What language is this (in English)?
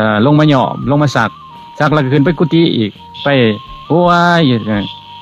Lao